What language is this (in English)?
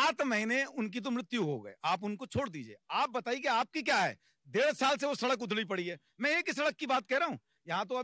Hindi